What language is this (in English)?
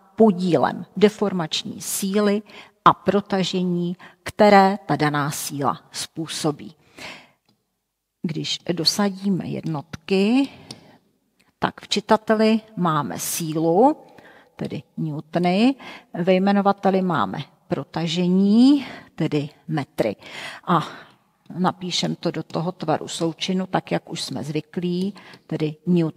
Czech